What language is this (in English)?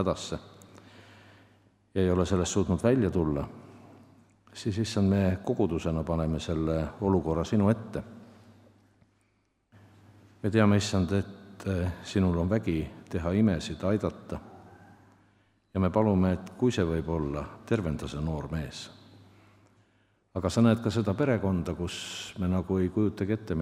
Estonian